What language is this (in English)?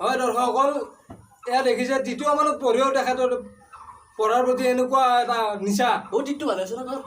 Assamese